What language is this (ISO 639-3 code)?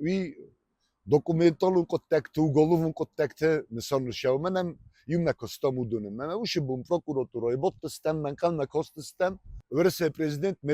oss